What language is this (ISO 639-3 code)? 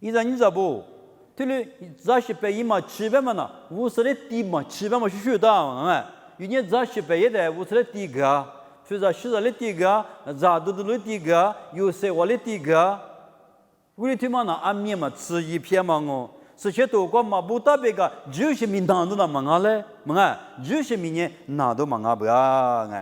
lis